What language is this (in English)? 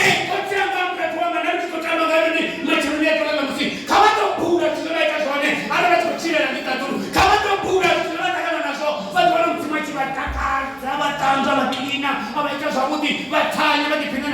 Venda